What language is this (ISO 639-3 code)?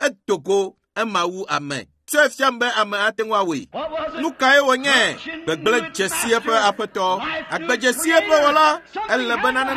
ewe